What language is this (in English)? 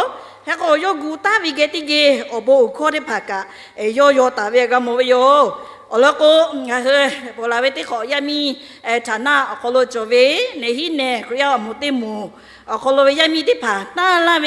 Lahu